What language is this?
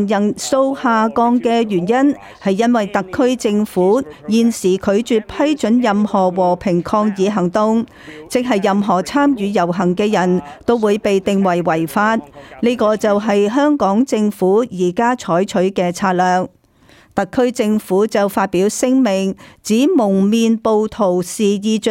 Cantonese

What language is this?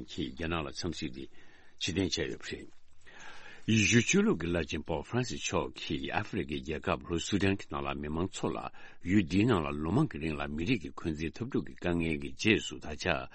Tibetan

